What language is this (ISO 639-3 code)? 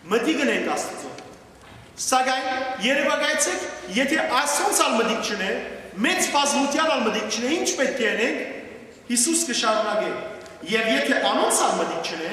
hyw